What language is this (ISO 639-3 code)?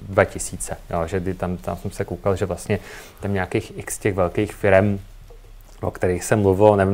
ces